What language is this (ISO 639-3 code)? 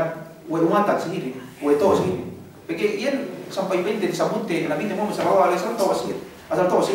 yka